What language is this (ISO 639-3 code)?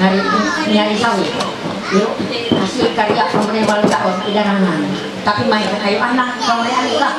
mhy